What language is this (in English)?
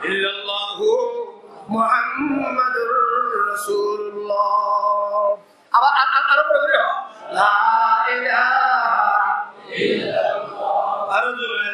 Rohingya